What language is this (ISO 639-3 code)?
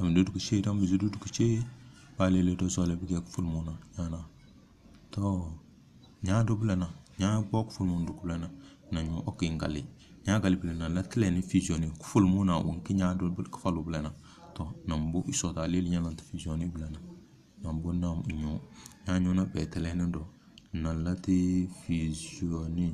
kdh